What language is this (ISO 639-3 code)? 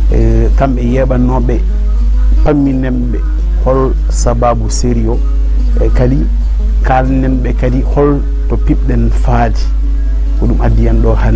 ful